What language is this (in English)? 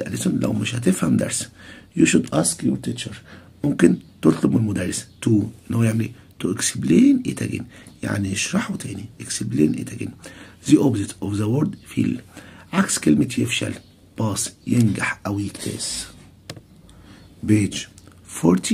Egyptian Arabic